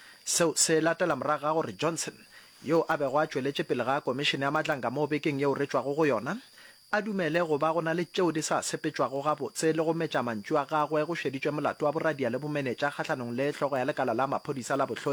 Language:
Northern Sotho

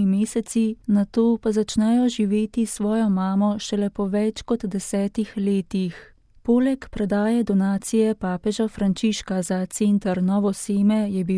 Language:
Slovenian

